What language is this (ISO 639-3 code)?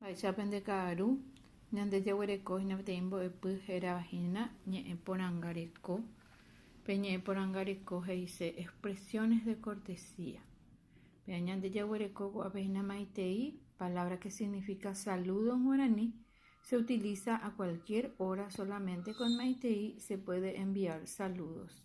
grn